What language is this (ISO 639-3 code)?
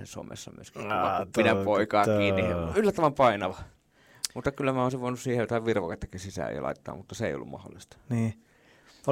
fin